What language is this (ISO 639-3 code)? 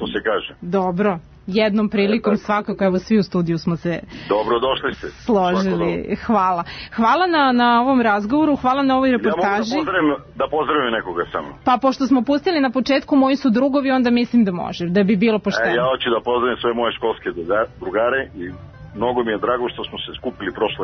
srp